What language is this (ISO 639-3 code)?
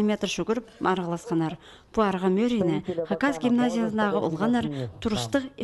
kjh